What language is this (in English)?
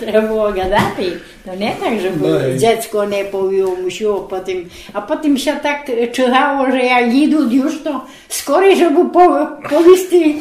Rusyn